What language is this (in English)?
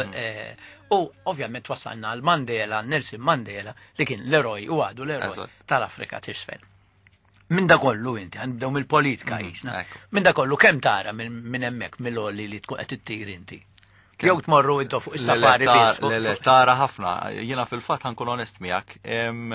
Maltese